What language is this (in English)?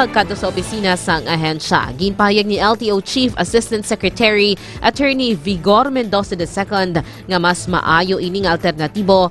Hiligaynon